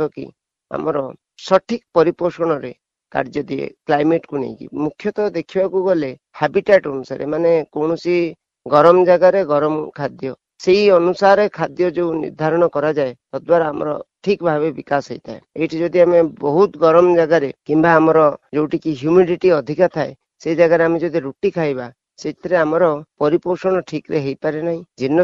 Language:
Odia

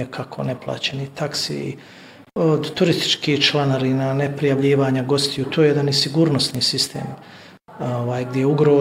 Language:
Bosnian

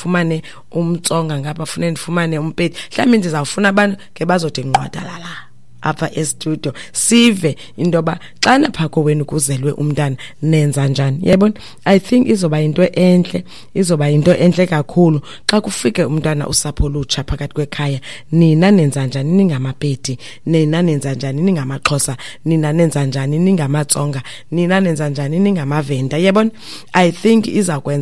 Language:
Xhosa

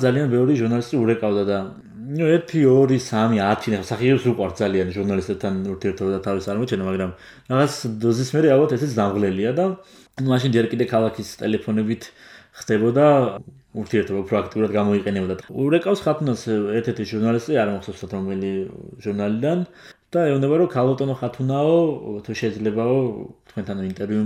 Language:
Georgian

